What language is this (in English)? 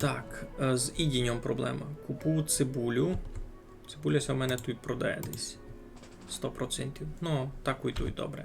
Rusyn